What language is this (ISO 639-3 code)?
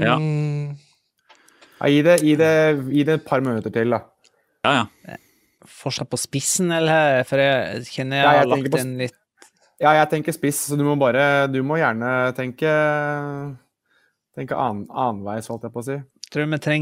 nor